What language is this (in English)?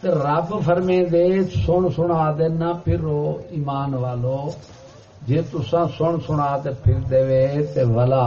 Saraiki